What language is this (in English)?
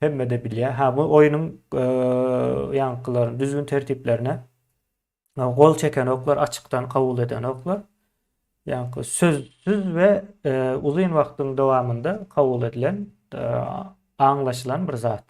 Turkmen